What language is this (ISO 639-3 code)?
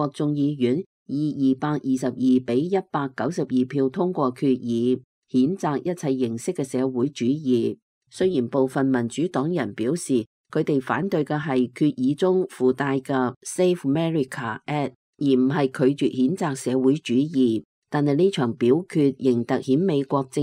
yue